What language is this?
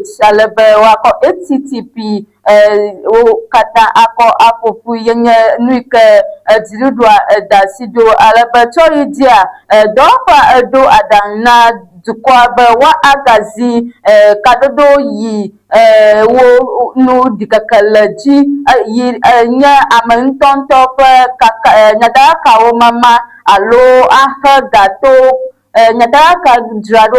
Ewe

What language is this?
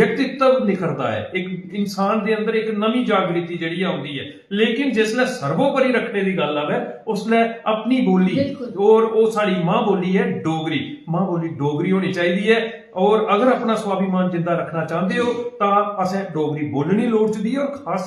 Dogri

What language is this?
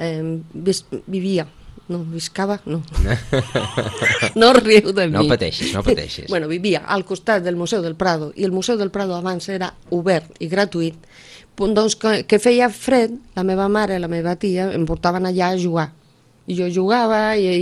Catalan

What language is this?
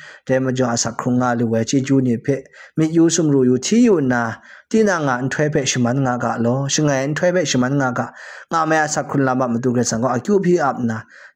Kachin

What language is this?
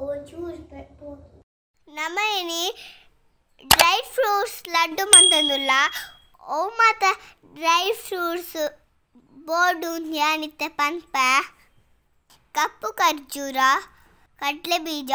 Tulu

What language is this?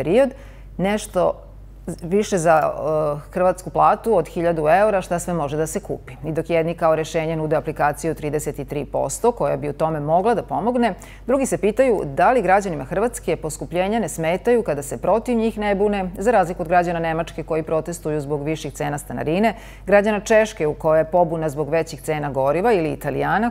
Croatian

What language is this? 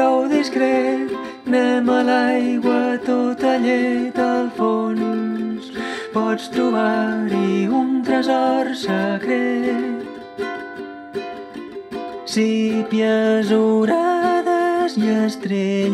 Catalan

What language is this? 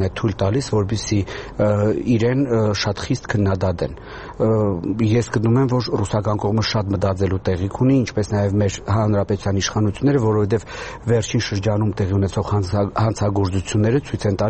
Armenian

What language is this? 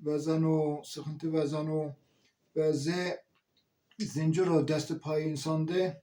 Zaza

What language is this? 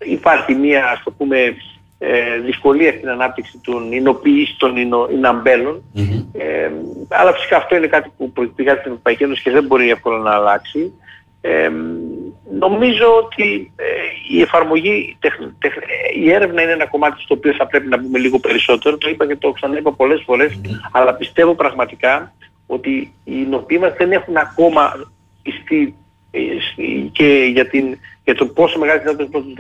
Greek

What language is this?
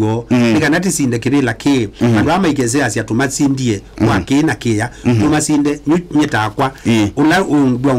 Kamba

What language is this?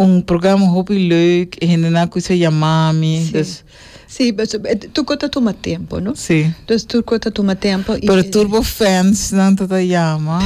Papiamento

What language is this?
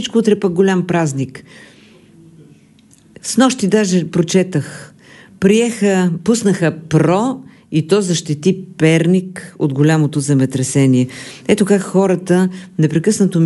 Bulgarian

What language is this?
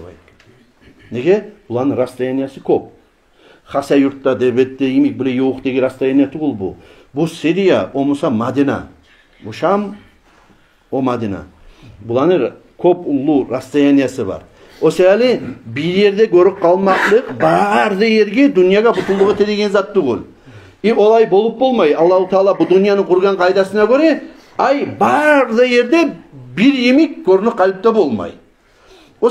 Kumyk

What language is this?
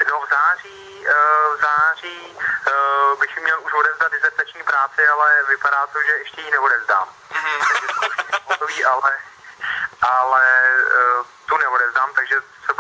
Czech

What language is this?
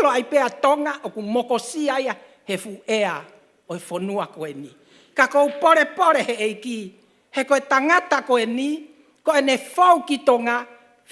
Tongan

